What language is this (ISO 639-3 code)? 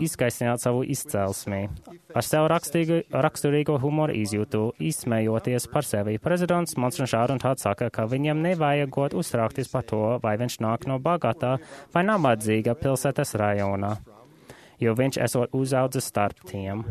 lav